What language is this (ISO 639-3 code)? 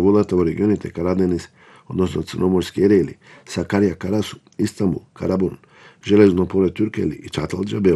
mkd